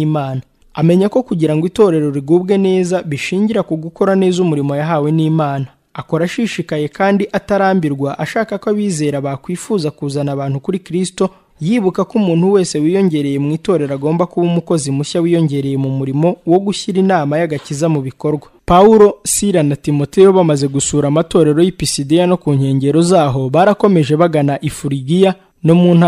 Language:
Kinyarwanda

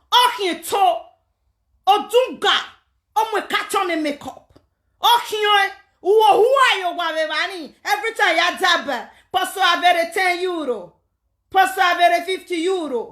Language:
Nigerian Pidgin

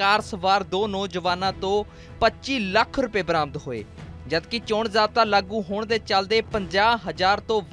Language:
Punjabi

